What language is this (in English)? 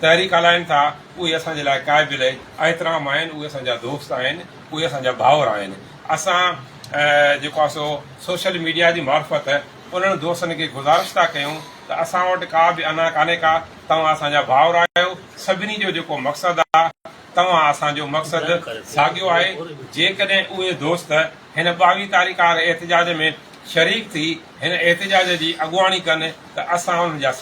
Sindhi